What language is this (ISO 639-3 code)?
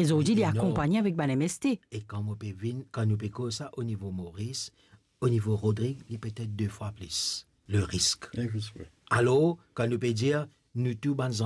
mfe